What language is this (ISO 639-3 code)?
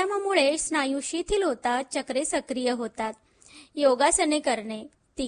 mar